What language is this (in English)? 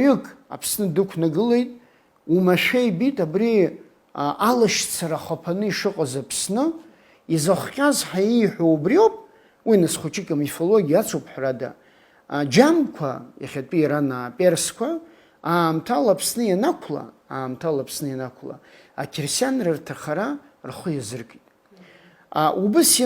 Abkhazian